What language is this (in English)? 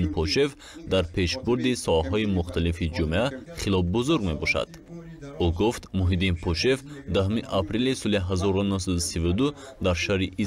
Tajik